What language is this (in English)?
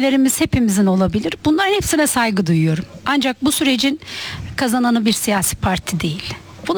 Turkish